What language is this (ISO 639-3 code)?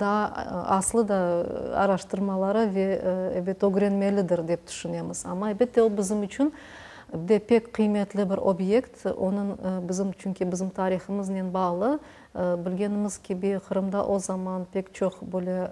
crh